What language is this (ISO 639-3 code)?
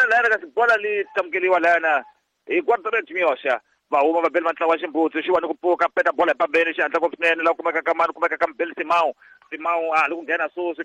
tso